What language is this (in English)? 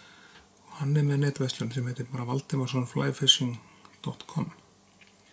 Icelandic